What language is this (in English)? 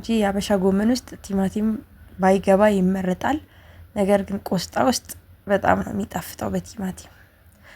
Amharic